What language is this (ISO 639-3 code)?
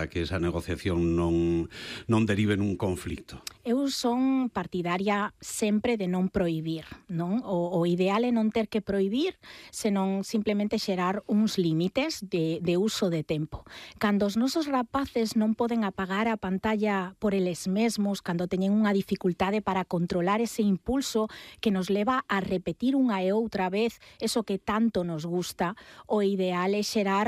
glg